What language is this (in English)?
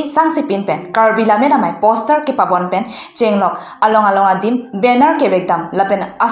Karbi